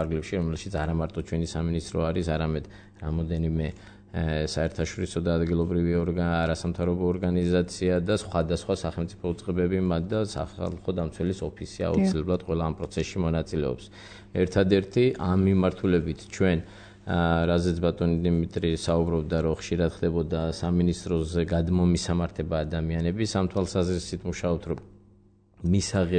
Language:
Georgian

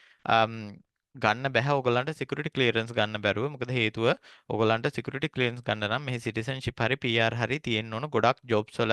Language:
Sinhala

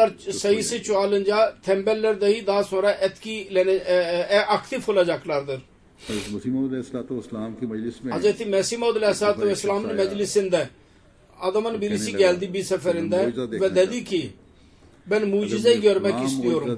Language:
Turkish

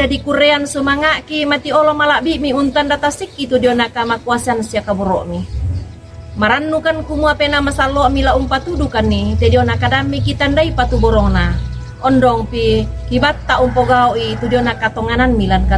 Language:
Toraja-Sa'dan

